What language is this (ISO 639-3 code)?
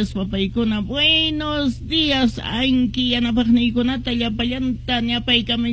que